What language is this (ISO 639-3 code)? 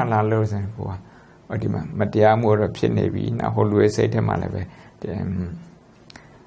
mya